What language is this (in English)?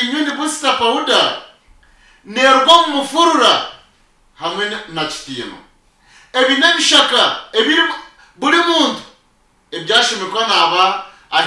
Nyankole